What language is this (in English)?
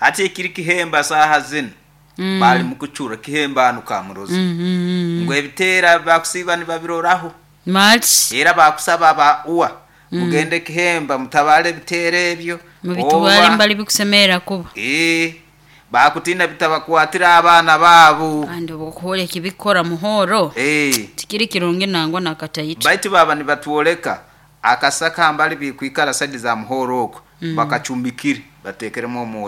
Nyoro